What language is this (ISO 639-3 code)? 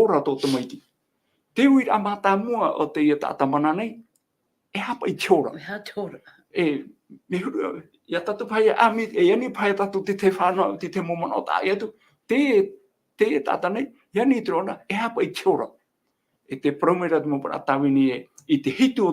tah